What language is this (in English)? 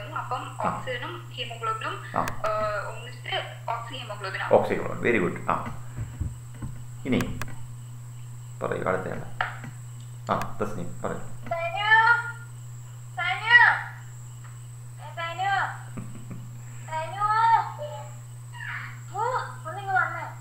Malayalam